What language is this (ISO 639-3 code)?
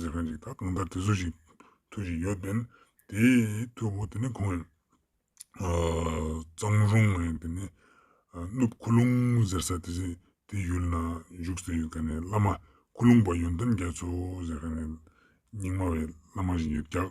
lbj